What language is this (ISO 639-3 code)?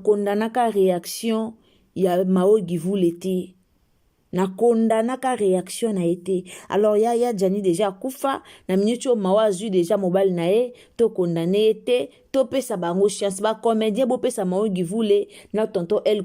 lin